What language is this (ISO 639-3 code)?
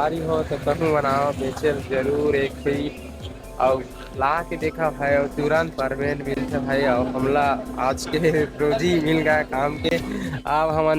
hne